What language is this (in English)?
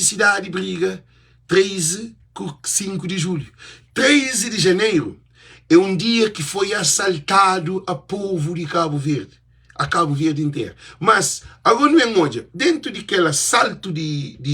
Kabuverdianu